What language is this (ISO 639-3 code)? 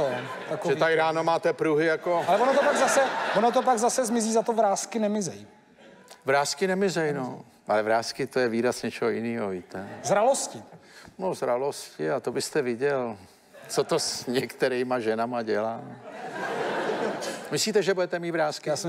ces